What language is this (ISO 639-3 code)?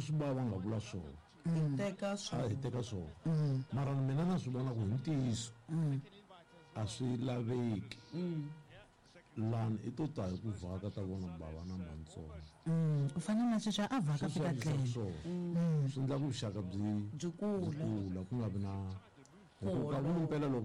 tso